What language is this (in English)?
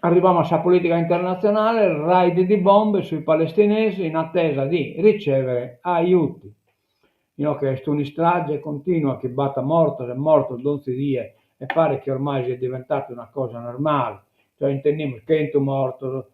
Sardinian